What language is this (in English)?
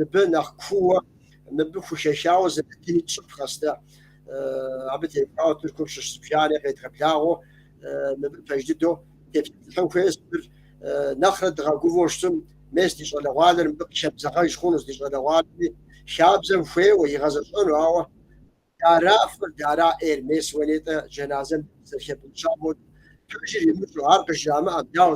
Kabardian